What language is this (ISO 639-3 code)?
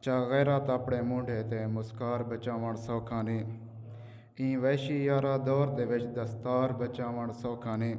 skr